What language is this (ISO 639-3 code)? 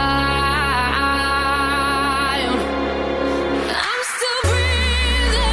heb